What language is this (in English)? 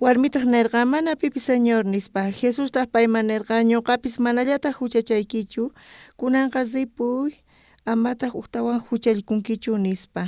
South Bolivian Quechua